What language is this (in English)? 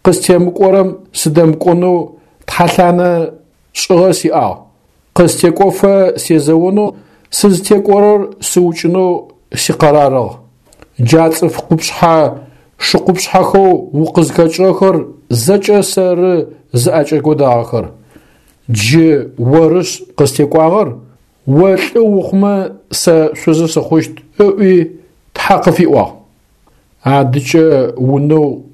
Adyghe